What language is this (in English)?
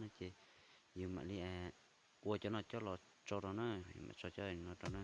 Hmong